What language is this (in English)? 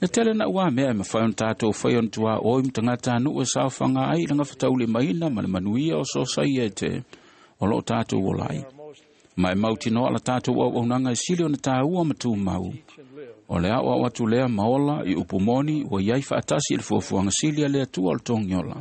Samoan